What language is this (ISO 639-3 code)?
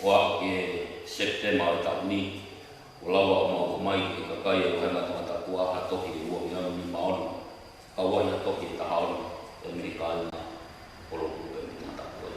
ton